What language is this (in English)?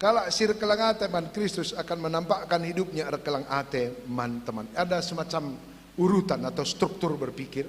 Batak Karo